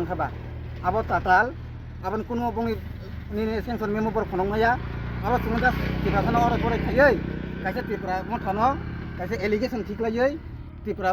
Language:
Kok Borok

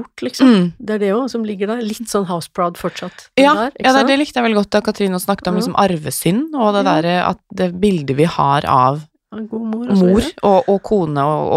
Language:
Norwegian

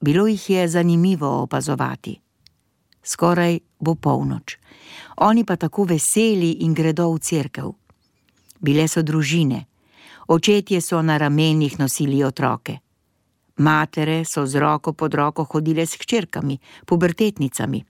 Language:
Slovenian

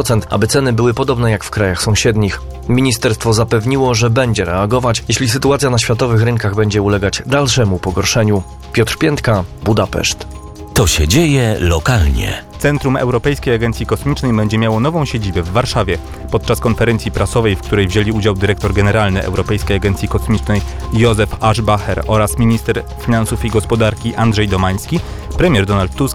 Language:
Polish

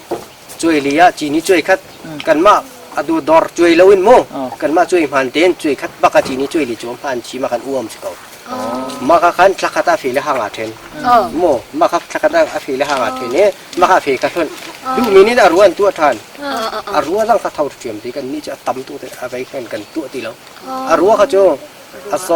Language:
Hakha Chin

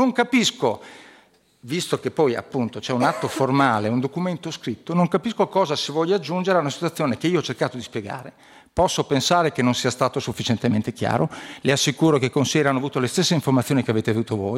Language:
Italian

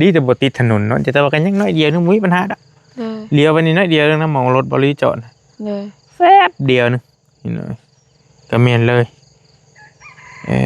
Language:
Lao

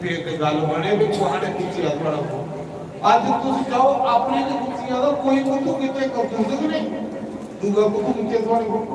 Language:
Dogri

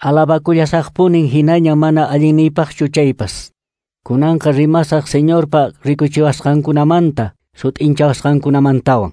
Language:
Quechua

